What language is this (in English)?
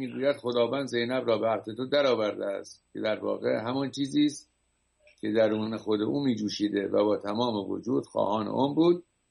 Persian